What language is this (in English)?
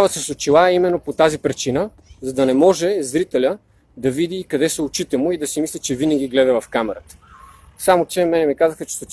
Bulgarian